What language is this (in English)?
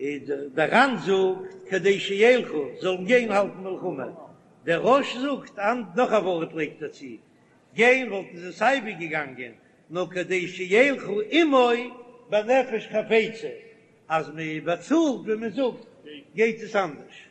Yiddish